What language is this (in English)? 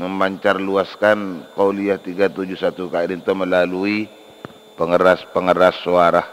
Madurese